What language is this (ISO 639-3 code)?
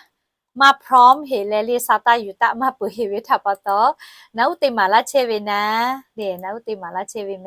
lhu